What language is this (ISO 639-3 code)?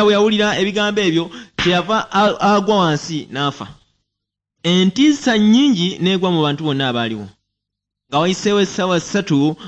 lug